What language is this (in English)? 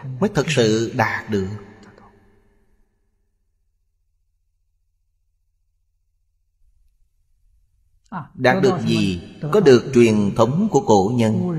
Vietnamese